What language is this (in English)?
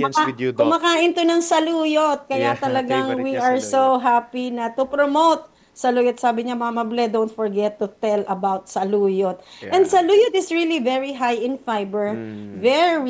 Filipino